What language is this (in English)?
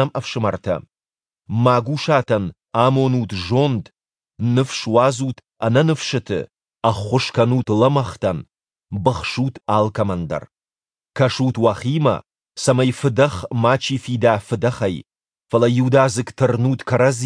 Ossetic